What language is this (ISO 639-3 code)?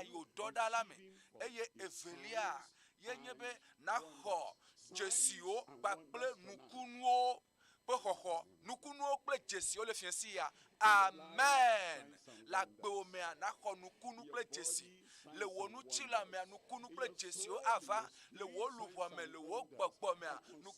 ewe